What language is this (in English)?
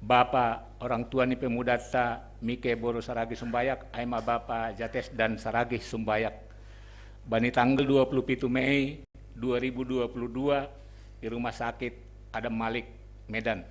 Batak Simalungun